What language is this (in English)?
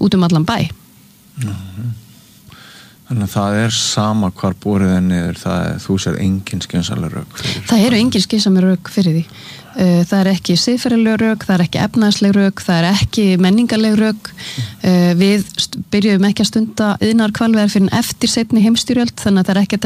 Icelandic